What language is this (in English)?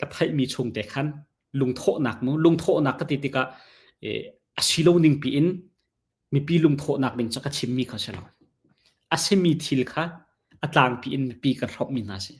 Hakha Chin